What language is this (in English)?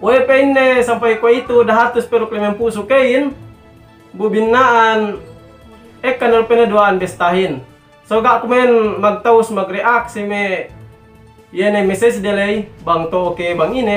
Yakan